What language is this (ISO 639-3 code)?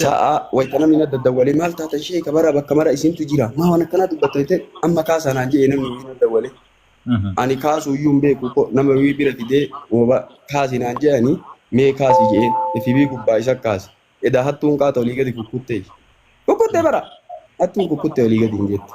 orm